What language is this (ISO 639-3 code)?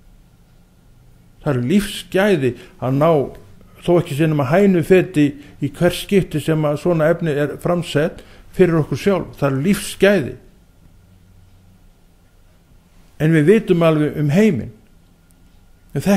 isl